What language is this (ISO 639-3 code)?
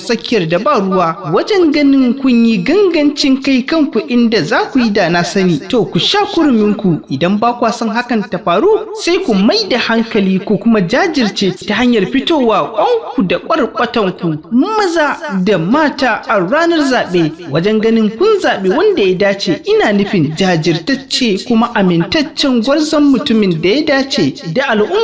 hau